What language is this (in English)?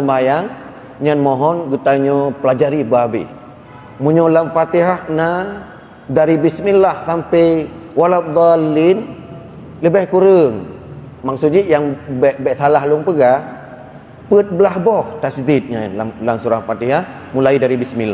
Achinese